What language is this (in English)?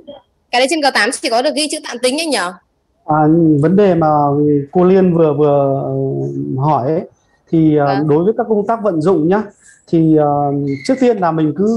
Vietnamese